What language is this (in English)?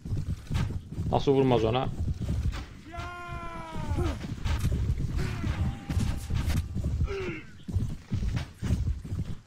Turkish